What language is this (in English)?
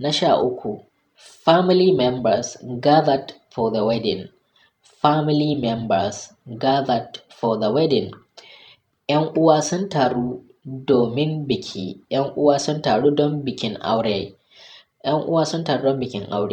Hausa